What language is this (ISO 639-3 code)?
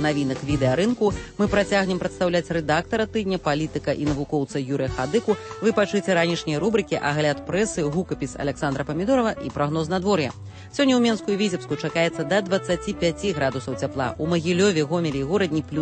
bel